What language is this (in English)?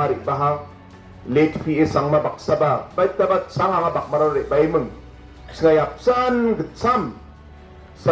Garo